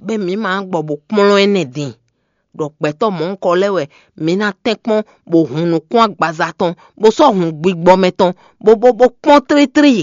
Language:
Fon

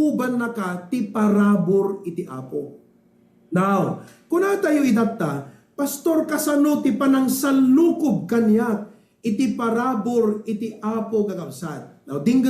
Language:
Iloko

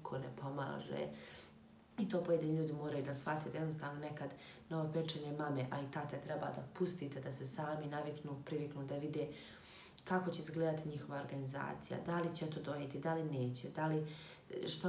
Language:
Serbian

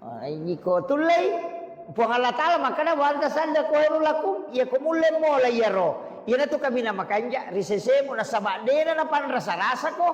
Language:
Buginese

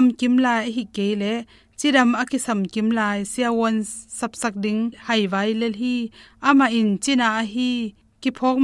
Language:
Tedim Chin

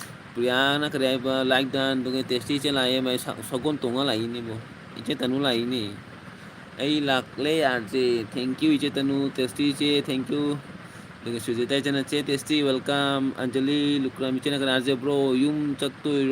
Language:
Manipuri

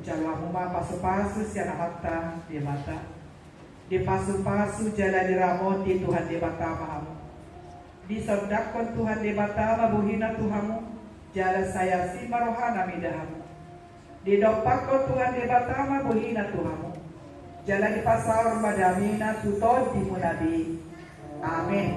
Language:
Batak Toba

